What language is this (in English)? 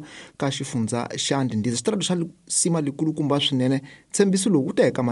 Tsonga